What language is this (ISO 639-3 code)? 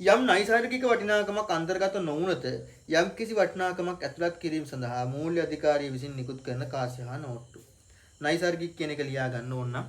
sin